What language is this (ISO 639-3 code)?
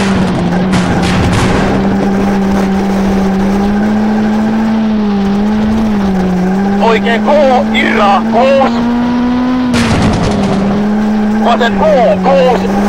fin